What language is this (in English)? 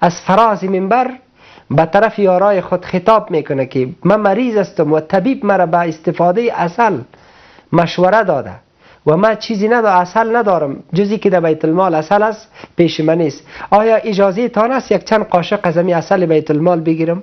Persian